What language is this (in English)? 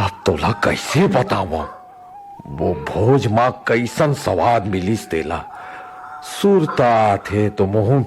Chhattisgarhi